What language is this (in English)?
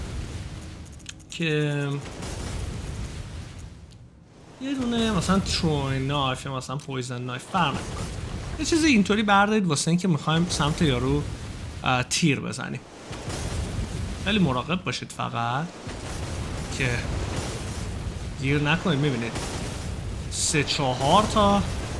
Persian